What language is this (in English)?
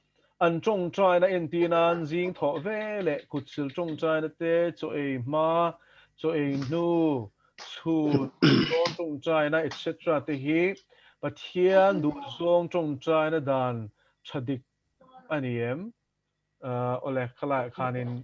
Mizo